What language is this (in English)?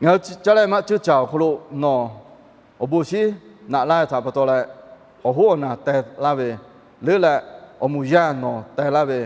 Lahu